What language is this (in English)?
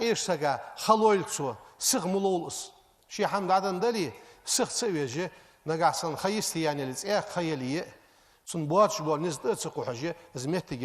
Ingush